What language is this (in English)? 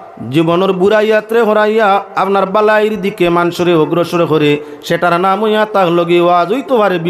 Sylheti